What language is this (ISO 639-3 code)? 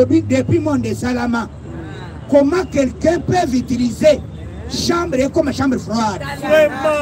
lin